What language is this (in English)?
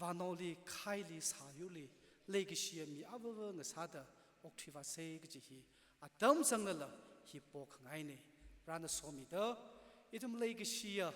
Tangkhul Naga (India)